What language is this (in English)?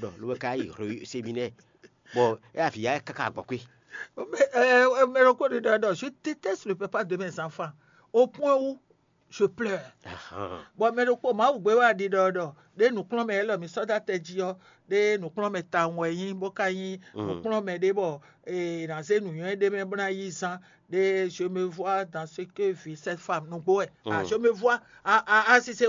Fon